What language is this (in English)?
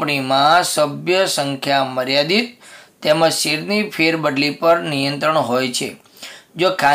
Gujarati